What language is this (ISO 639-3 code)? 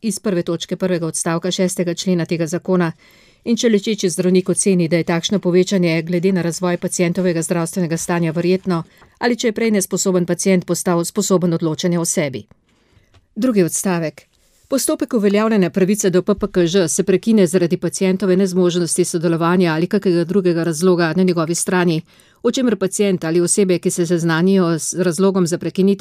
slv